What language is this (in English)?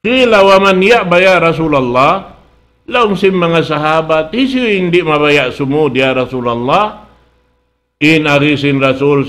Tausug